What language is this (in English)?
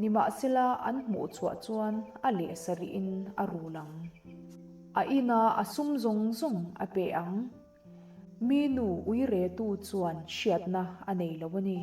Mizo